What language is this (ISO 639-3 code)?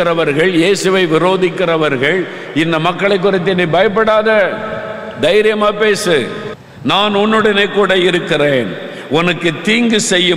tam